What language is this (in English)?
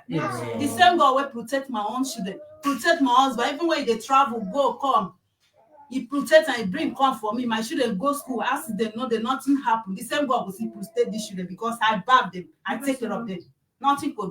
Nigerian Pidgin